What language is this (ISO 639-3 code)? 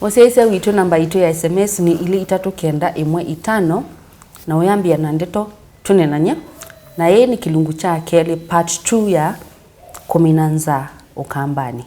kam